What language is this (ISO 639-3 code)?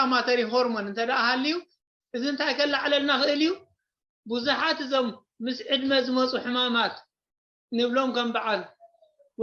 tir